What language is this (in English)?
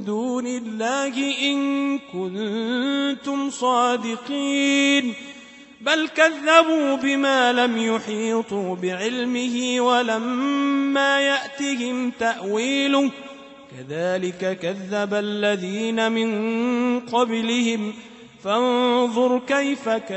Arabic